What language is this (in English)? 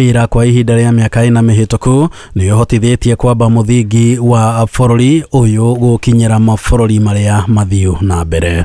Kikuyu